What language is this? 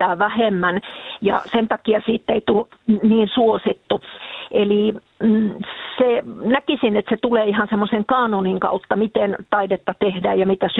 Finnish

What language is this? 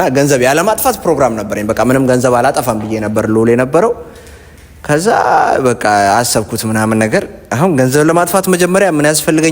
Amharic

